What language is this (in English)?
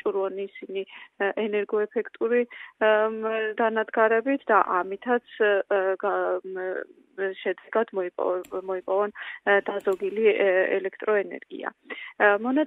Georgian